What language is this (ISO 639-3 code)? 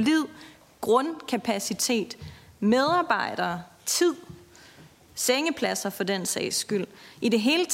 dan